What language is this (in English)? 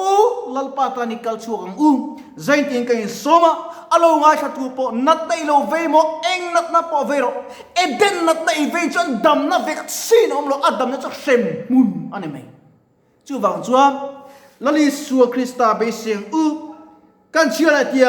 Mizo